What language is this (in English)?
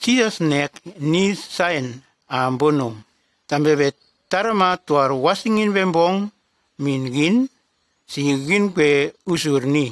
Nume